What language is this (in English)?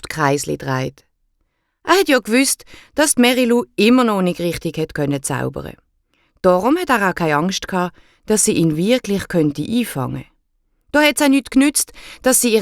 Swiss German